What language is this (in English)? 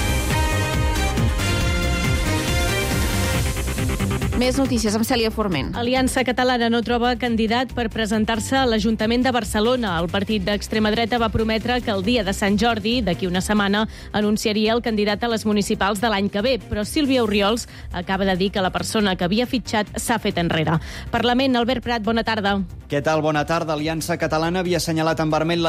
Catalan